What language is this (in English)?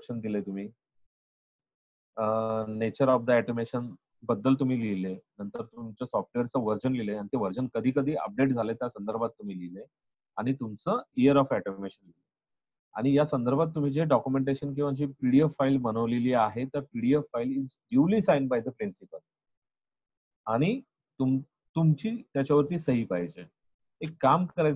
Marathi